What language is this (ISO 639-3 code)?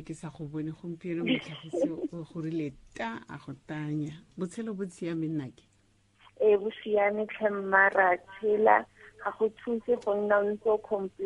tsn